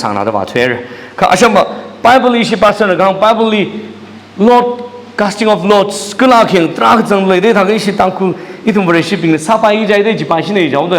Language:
Tangkhul Naga (India)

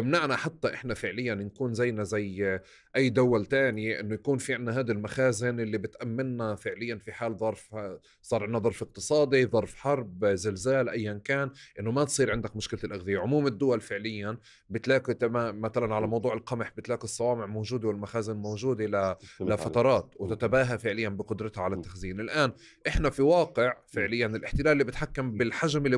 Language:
North Levantine Arabic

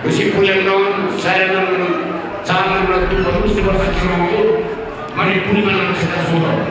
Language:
Batak Toba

